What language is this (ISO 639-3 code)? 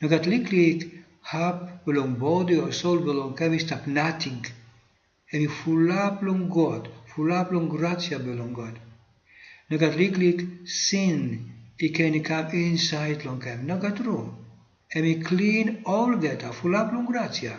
tpi